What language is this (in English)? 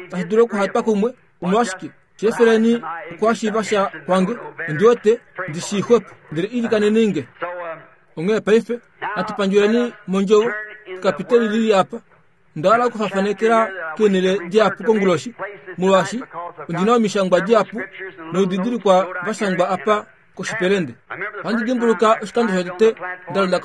Kuanyama